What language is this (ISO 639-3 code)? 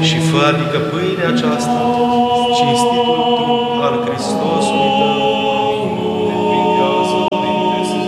ron